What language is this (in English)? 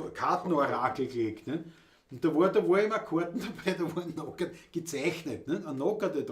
Bavarian